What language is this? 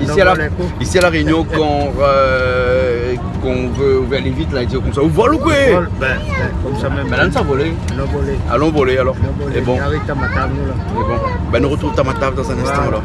Réunion Creole French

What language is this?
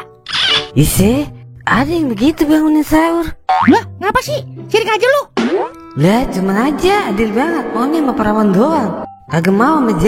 Betawi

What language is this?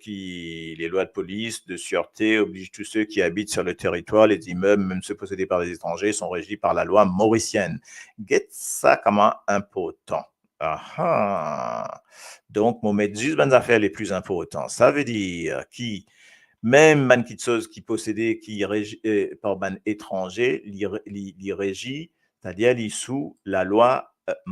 Morisyen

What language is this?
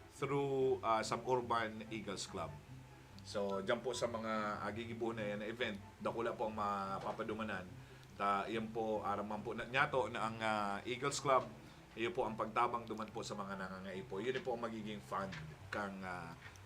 Bikol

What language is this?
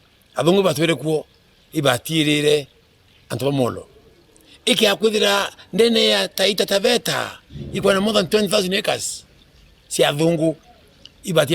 Meru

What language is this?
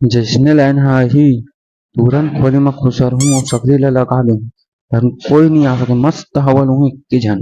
Chhattisgarhi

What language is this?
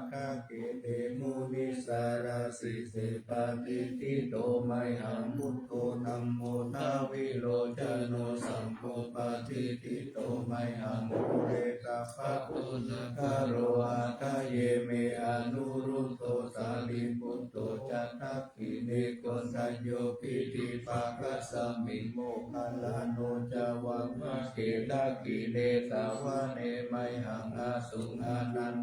Pali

